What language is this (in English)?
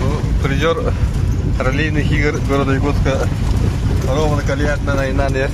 Yakut